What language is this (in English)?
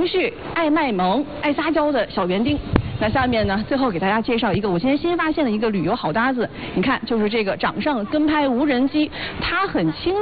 Chinese